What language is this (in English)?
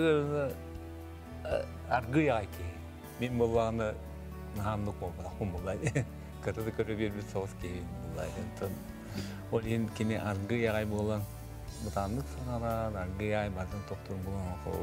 Yakut